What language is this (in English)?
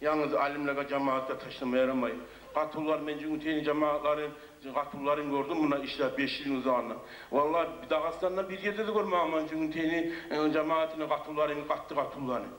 Kumyk